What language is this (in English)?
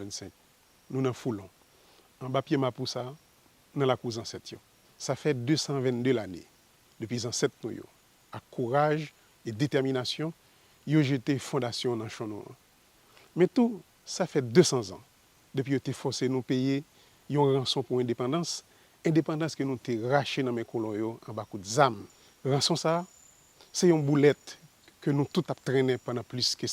Haitian Creole